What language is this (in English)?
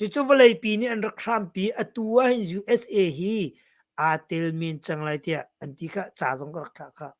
Hakha Chin